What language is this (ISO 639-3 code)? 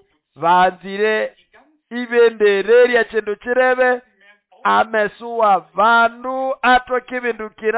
nnb